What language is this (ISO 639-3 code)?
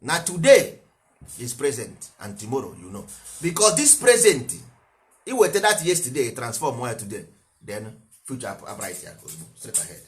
ibo